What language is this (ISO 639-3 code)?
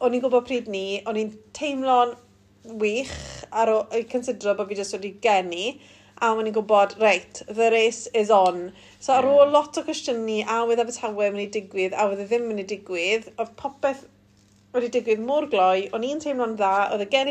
cym